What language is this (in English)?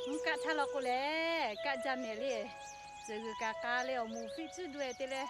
Lahu